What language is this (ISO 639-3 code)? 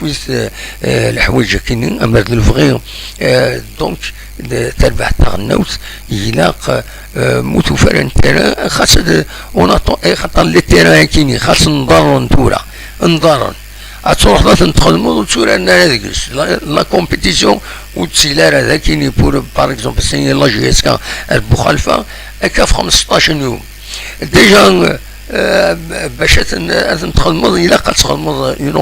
kab